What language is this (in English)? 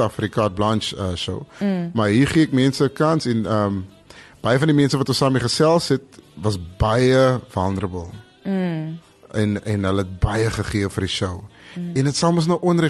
Afrikaans